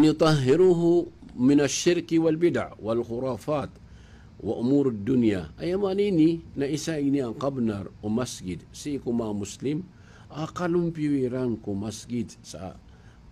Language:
Maranao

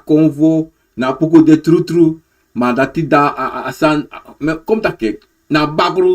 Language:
Sranan Tongo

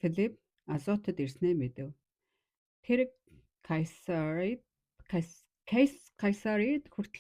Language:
Mongolian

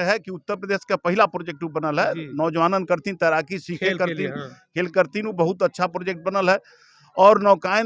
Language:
Bhojpuri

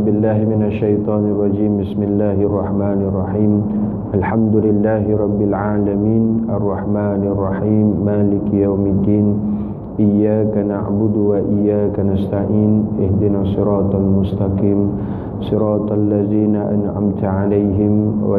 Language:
Malay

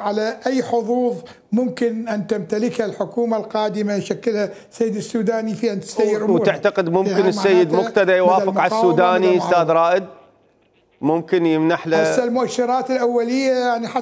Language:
Mesopotamian Arabic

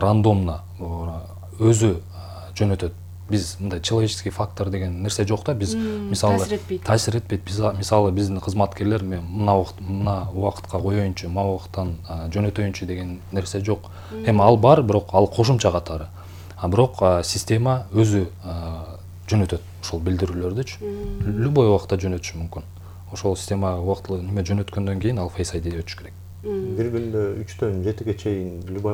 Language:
Kyrgyz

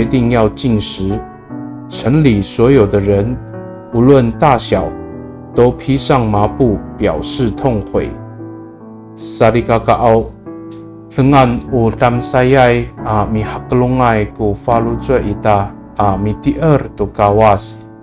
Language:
Amis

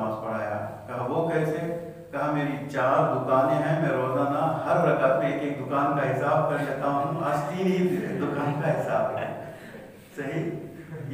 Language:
Urdu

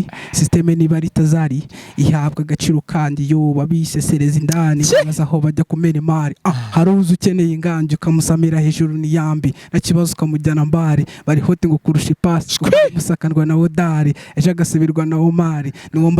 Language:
Kinyarwanda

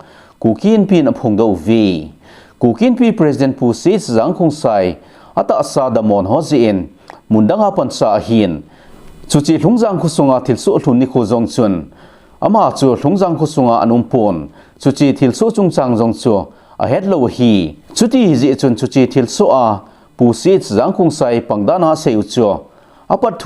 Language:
Thado Chin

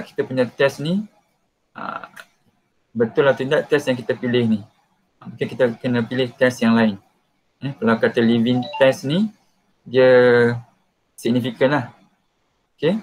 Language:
Malay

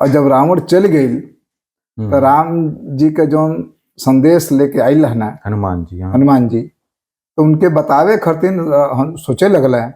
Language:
Bhojpuri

